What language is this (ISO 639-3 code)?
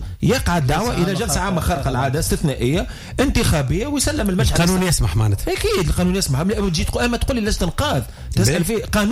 aeb